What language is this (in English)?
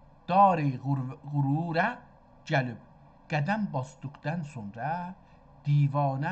South Azerbaijani